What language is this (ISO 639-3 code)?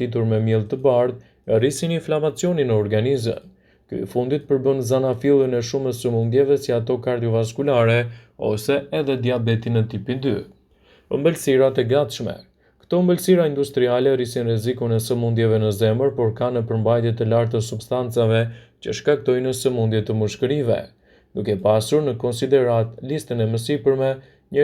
sqi